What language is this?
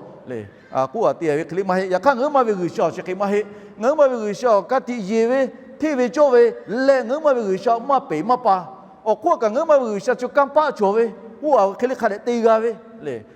Lahu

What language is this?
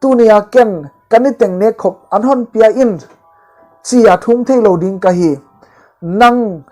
Paite Chin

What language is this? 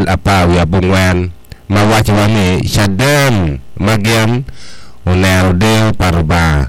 Acoli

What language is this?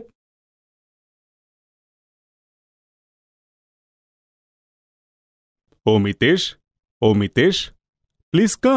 Gujarati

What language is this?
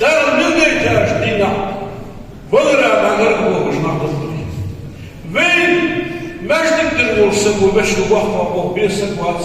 Ingush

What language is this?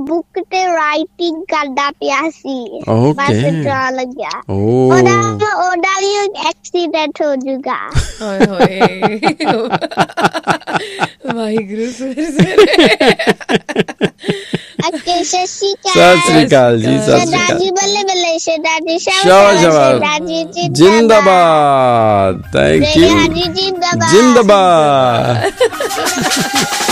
Punjabi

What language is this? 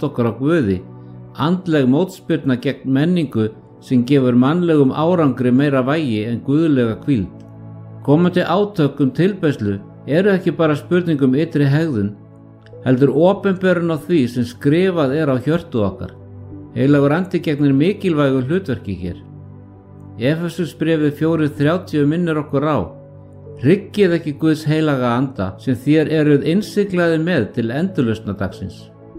Icelandic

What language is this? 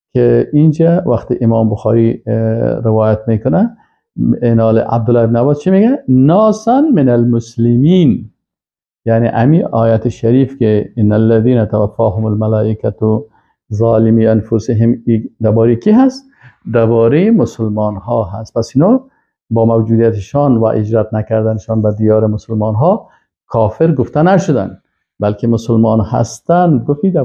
Persian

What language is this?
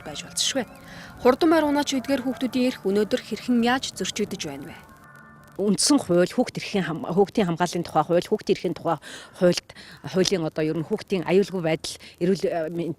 Mongolian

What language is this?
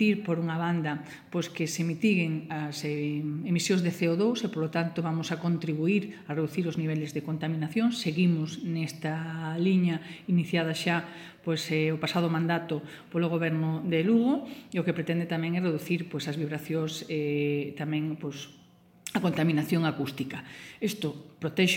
Galician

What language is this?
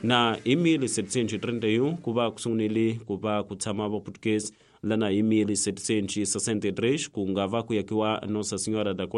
Tsonga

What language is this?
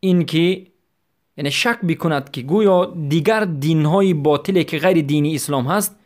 Persian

